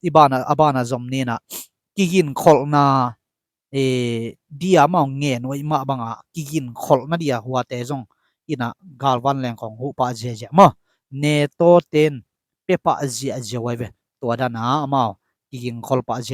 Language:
Tedim Chin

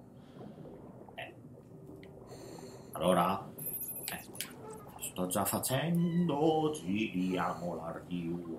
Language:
Italian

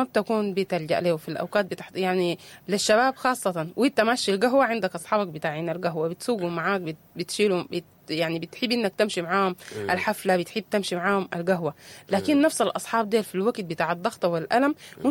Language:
Sudanese Arabic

